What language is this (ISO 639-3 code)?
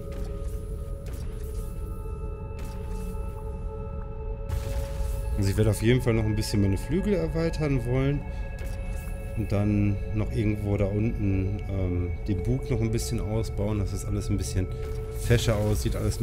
deu